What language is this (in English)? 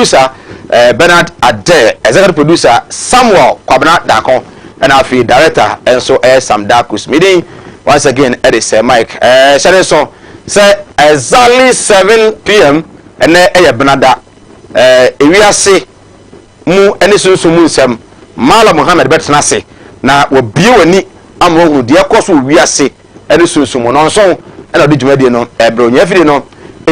Akan